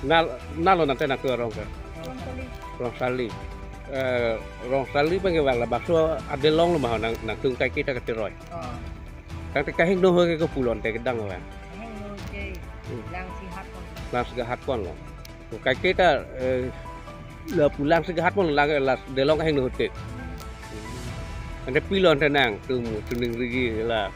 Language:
Karbi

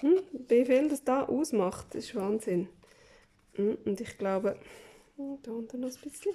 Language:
Swiss German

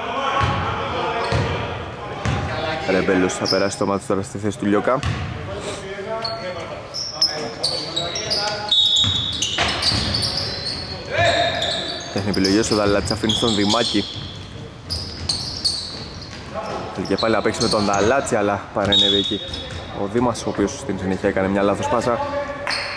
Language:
Greek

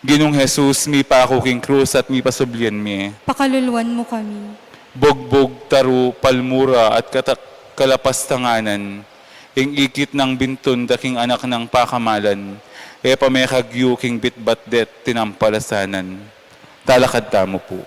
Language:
Pampanga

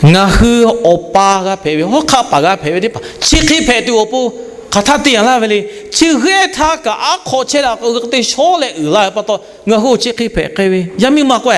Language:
Lahu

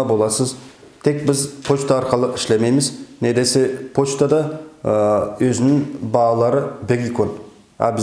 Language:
Nogai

